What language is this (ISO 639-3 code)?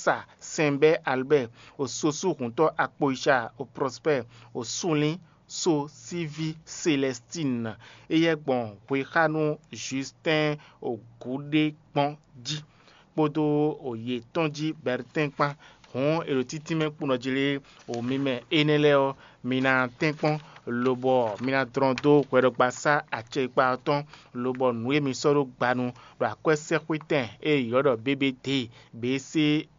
fon